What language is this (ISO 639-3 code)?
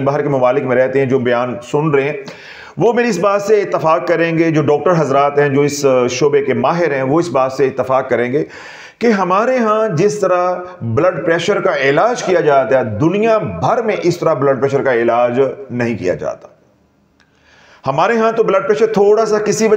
urd